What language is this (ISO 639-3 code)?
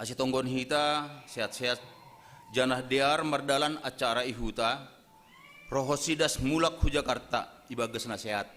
bts